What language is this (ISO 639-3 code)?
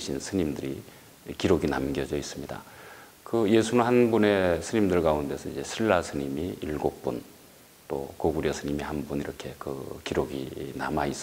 kor